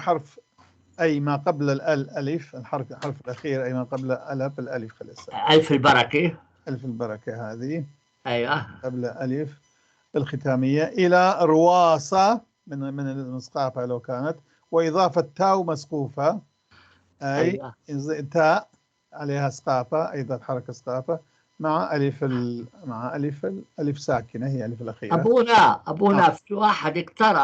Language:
North Levantine Arabic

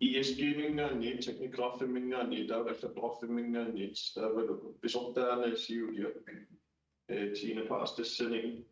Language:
Kalaallisut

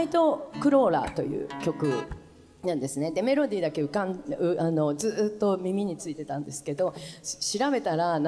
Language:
Japanese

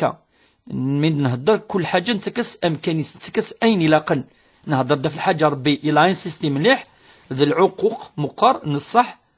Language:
Kabyle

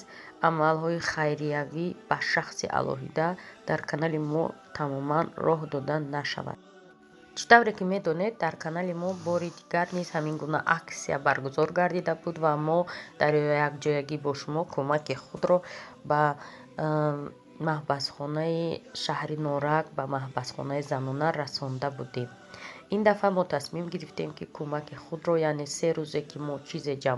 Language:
Tajik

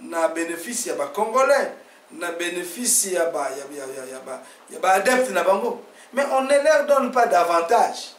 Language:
Lingala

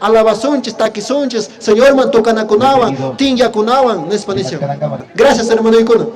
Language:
Quechua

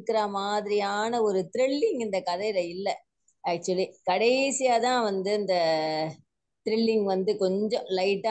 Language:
Tamil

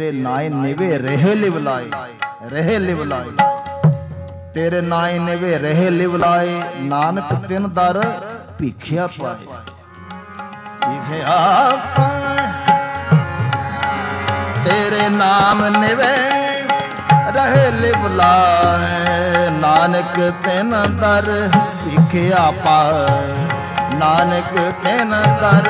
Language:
Punjabi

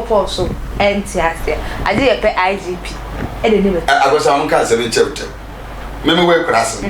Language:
Akan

